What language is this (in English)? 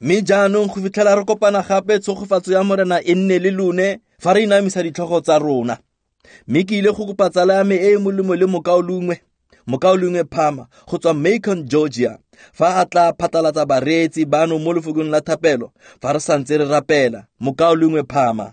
Tswana